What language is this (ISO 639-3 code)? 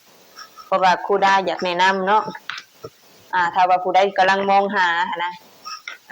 lao